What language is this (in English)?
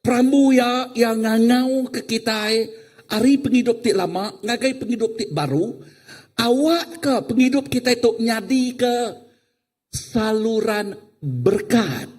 Iban